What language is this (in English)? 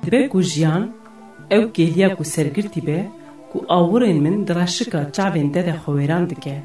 Kurdish